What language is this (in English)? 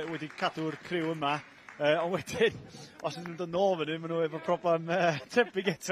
Welsh